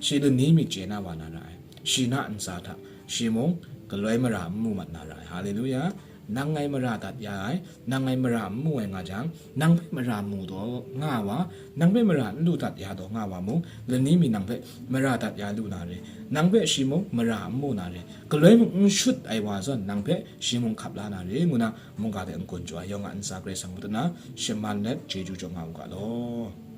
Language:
Kachin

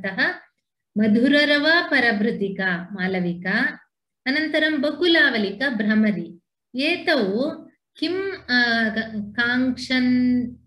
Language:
Sanskrit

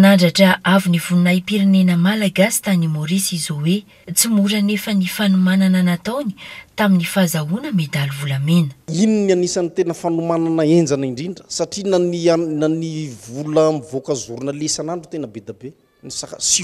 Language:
Malagasy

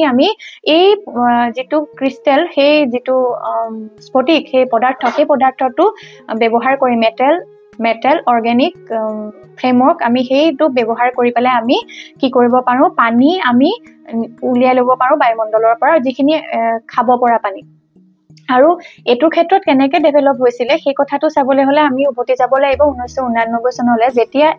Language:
Assamese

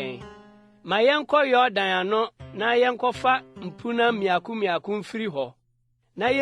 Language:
Akan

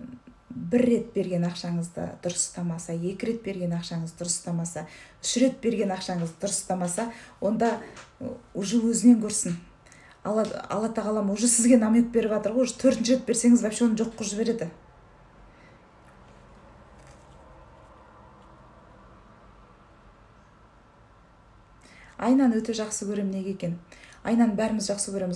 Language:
Kazakh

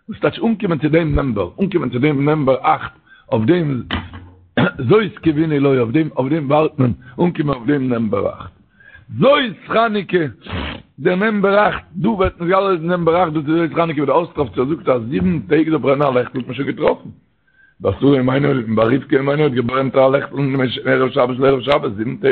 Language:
Yiddish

